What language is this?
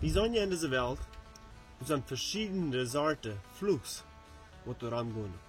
Plautdietsch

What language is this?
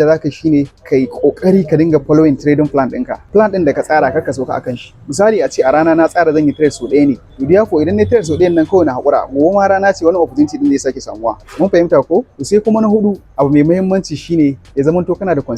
Hausa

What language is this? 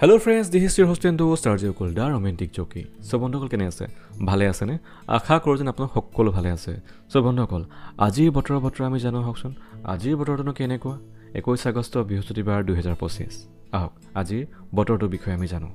Assamese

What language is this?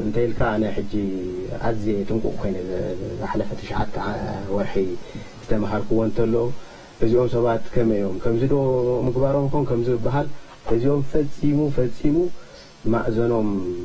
Tigrinya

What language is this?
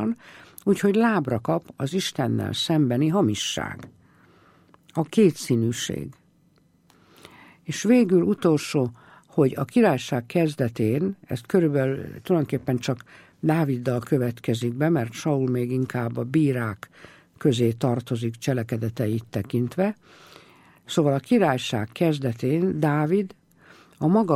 Hungarian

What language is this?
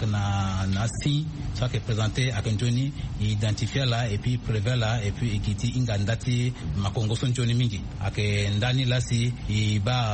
Sango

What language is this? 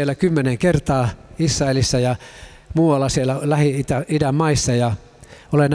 Finnish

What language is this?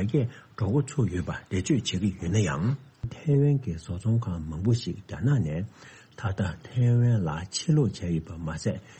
Tibetan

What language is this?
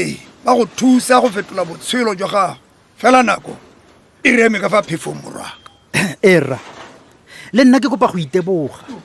Tswana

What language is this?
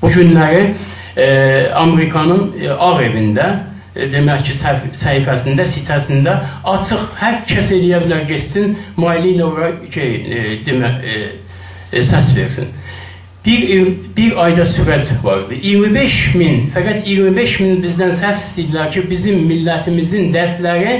South Azerbaijani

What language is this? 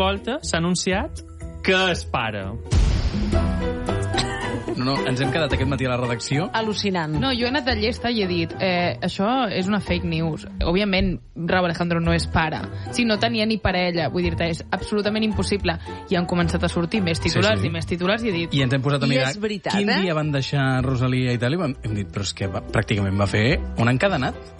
Catalan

